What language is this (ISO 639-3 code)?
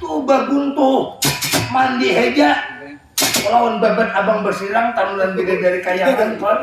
bjn